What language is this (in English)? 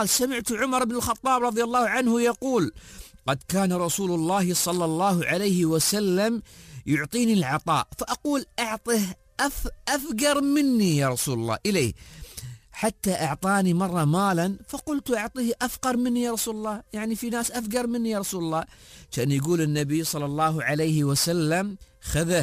Gulf Arabic